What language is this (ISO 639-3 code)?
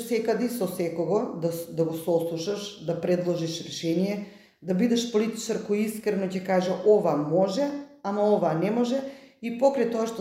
mkd